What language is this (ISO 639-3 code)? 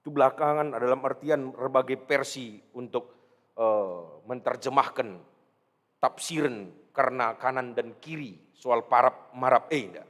btx